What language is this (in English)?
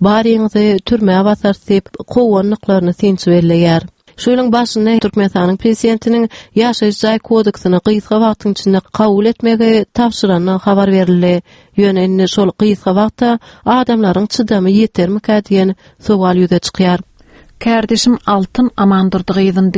Turkmen